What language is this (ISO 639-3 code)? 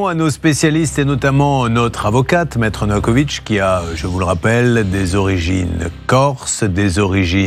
fra